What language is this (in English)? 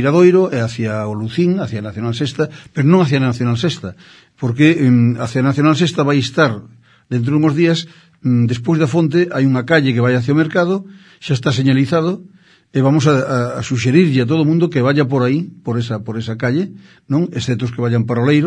Galician